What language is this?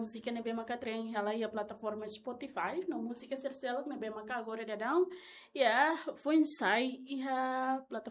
Tetum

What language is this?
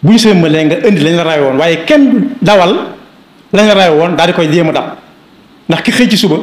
Wolof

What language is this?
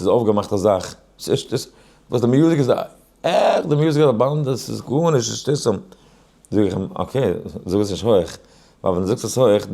Yiddish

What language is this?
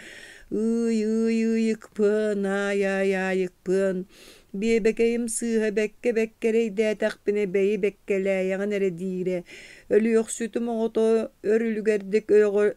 Yakut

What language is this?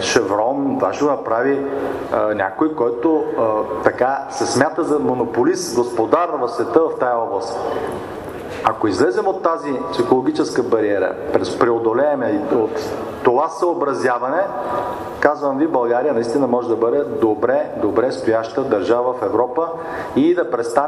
Bulgarian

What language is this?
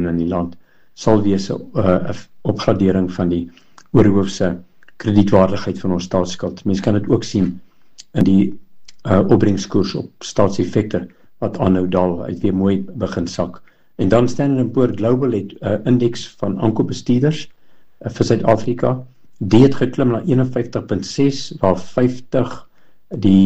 Afrikaans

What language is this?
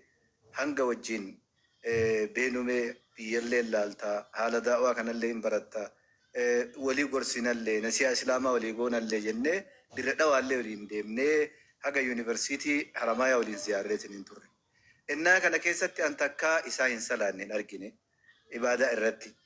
Oromo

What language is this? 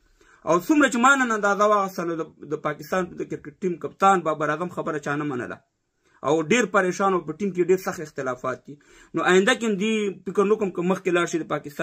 Pashto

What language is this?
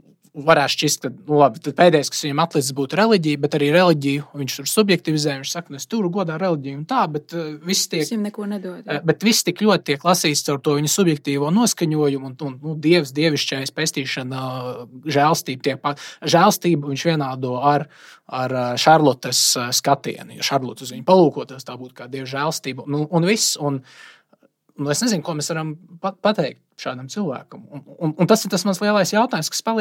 Latvian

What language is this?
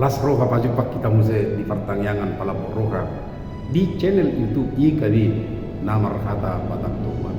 Batak Toba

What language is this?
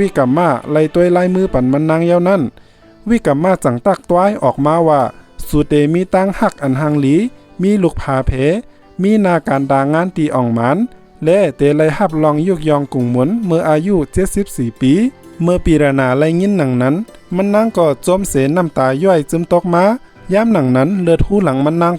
Shan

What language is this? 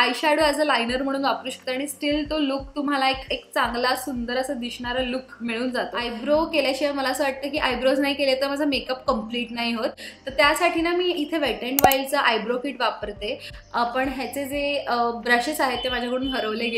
Marathi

